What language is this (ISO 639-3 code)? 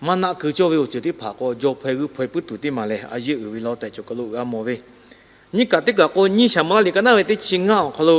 lhu